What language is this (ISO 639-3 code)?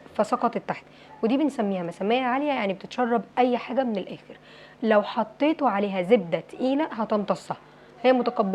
arz